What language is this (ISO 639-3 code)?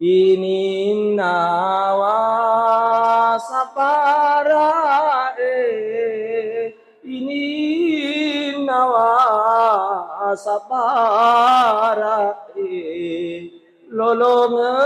bug